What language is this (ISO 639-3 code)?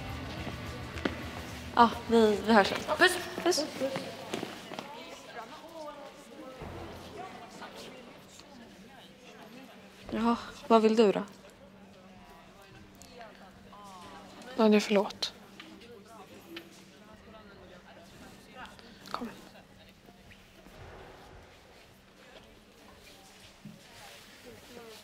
swe